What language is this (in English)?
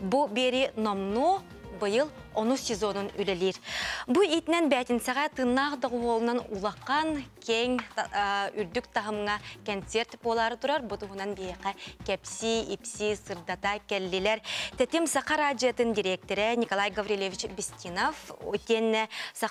Yakut